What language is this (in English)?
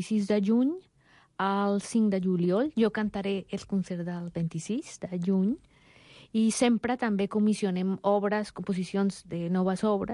Catalan